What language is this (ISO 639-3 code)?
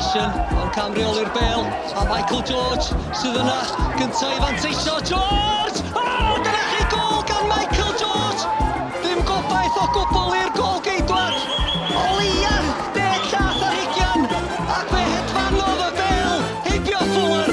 cym